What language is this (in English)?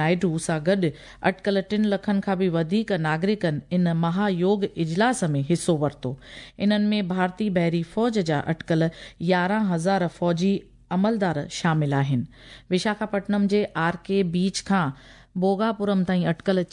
Sindhi